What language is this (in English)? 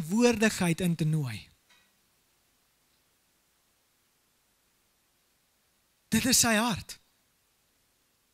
Afrikaans